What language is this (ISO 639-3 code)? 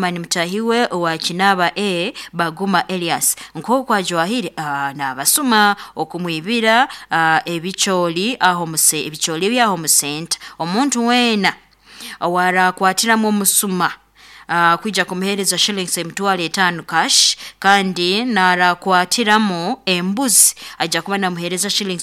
nyn